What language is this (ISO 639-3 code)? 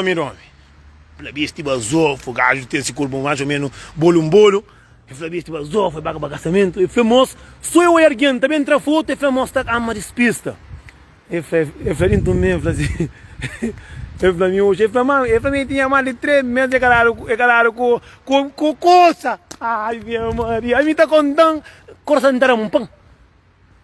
kea